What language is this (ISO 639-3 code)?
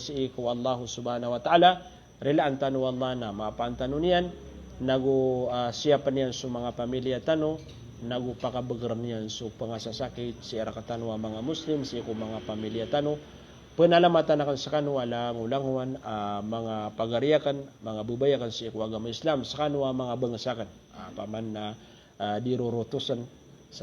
mrw